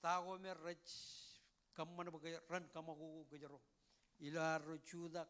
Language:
Marshallese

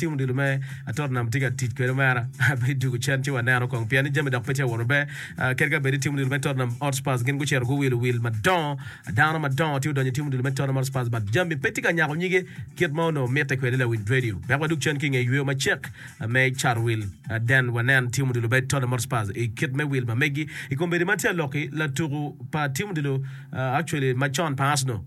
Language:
Acoli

